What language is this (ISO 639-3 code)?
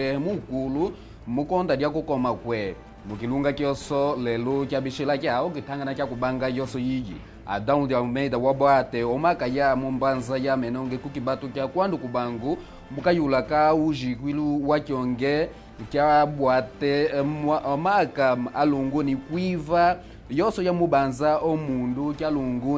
kmb